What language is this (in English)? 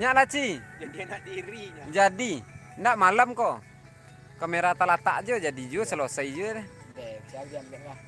Minangkabau